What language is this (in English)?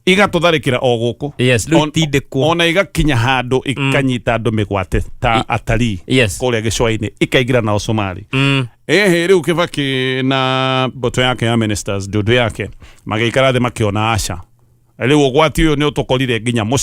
Kikuyu